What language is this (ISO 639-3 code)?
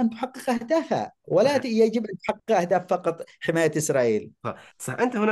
ara